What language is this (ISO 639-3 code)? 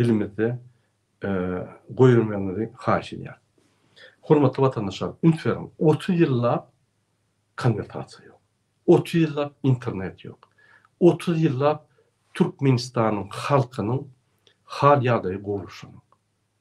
tuk